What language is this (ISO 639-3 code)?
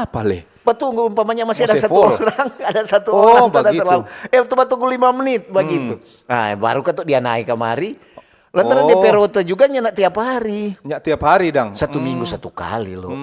xmm